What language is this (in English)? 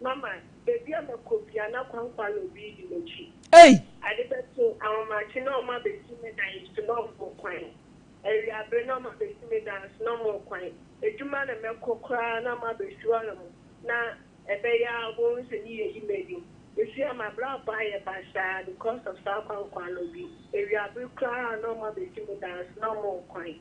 Akan